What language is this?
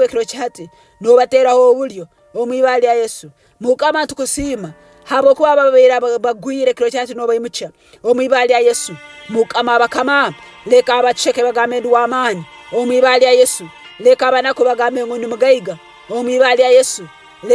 Tooro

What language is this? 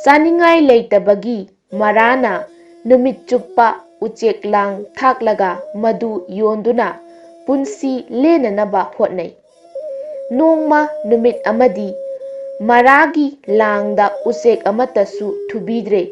Manipuri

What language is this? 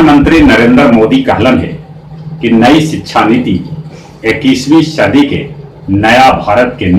Magahi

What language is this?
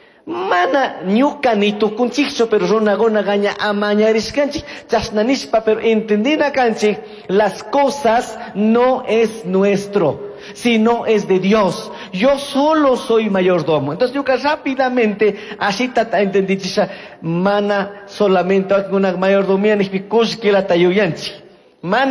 Chimborazo Highland Quichua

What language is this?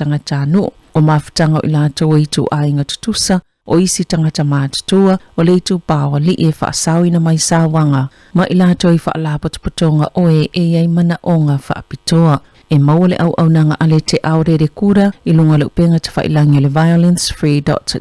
Samoan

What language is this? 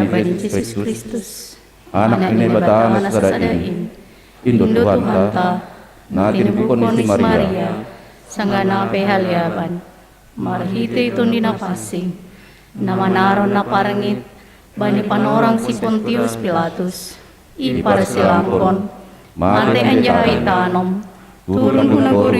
Batak Simalungun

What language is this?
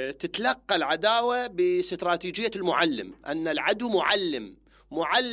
Mesopotamian Arabic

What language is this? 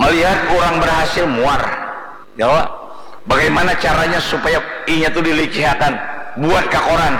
Banjar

